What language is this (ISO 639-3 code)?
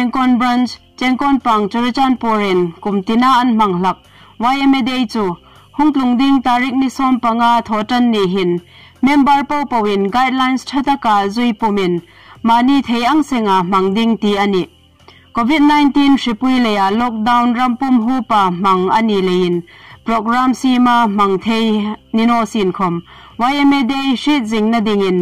hmr